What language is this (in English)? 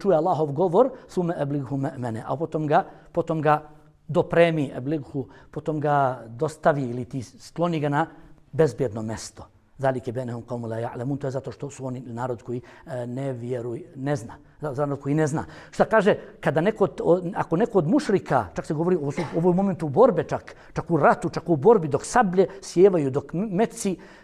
Bosnian